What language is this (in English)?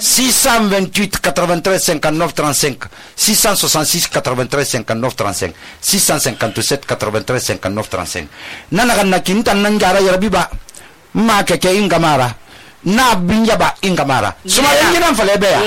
Susu